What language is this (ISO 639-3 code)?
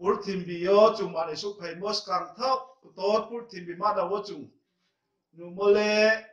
ria